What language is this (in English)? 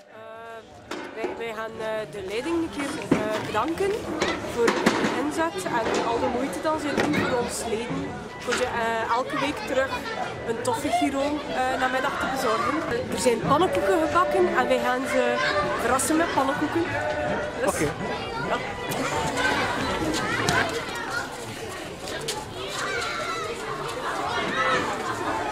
Dutch